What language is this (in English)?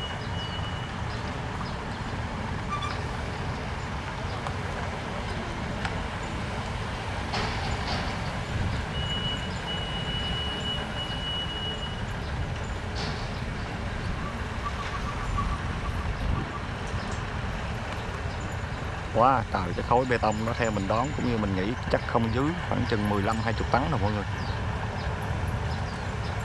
Vietnamese